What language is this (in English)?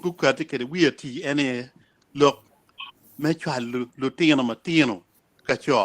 Acoli